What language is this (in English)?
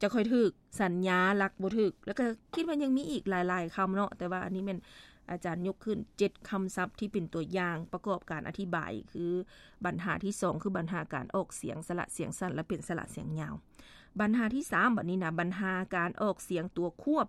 Lao